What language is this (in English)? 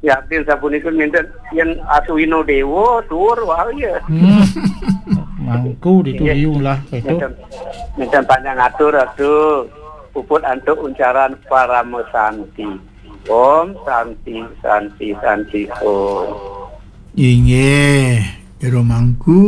Balinese